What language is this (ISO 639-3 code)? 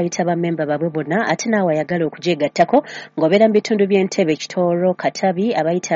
lug